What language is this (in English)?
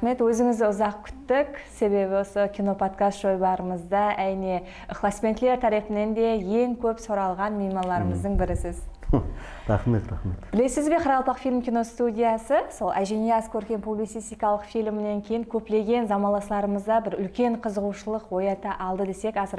Kara-Kalpak